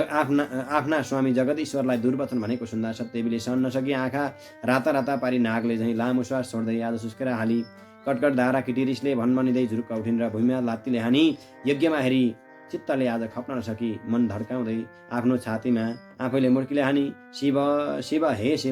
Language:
Nepali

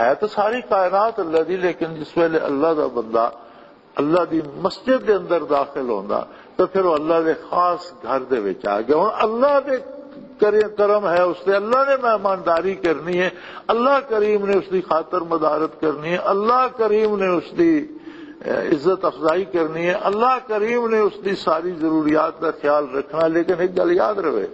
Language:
Western Panjabi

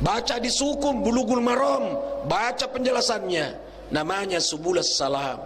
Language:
Buginese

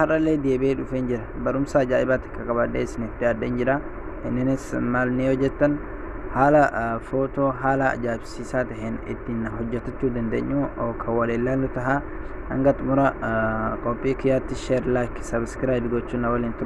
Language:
Oromo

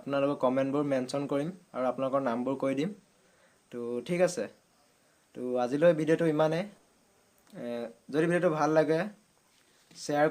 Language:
Assamese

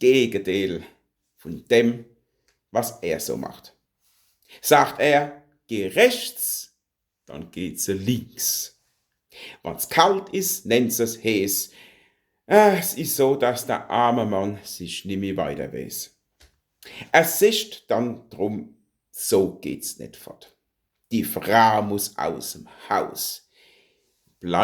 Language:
Palatine German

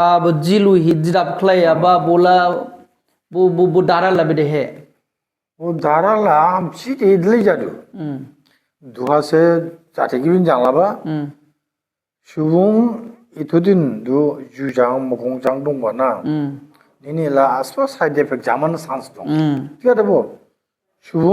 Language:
Dimasa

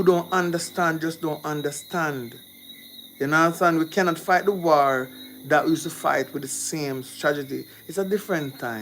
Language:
Jamaican Creole English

